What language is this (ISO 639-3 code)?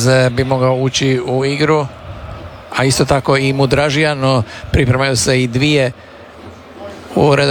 hrv